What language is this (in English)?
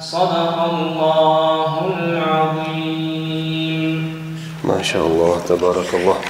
Kumyk